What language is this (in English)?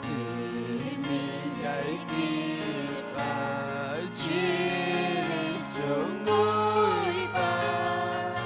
Ayacucho Quechua